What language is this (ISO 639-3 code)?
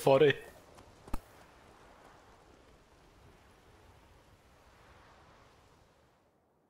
pol